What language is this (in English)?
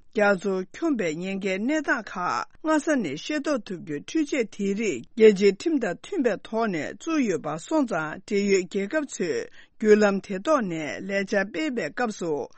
Tibetan